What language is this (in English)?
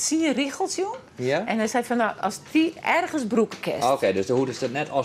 Western Frisian